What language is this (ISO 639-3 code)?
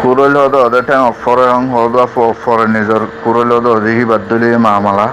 rhg